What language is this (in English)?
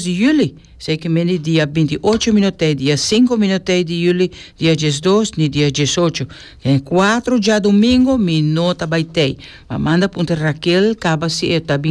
Papiamento